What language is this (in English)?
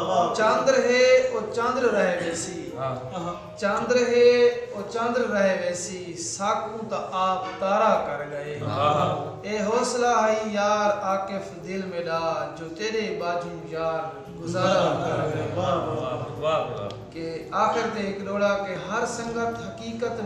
Saraiki